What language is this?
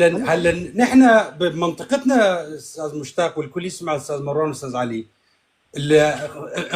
North Levantine Arabic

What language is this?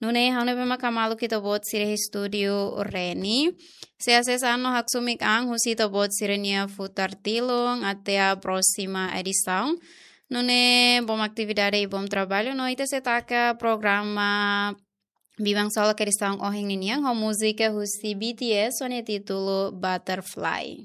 Tetum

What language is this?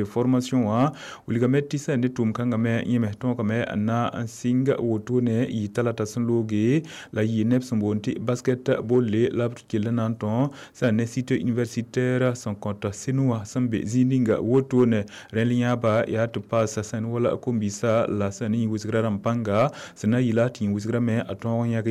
Mossi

